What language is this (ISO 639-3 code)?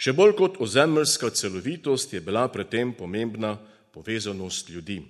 slv